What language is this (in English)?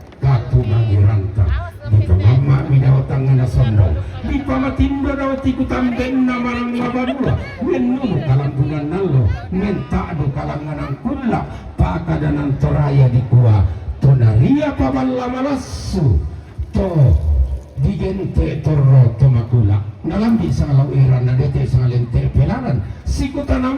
Toraja-Sa'dan